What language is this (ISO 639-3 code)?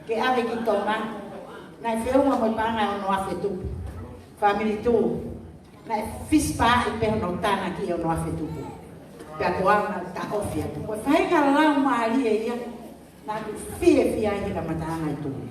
ton